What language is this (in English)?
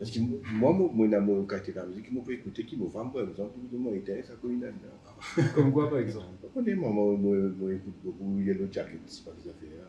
Morisyen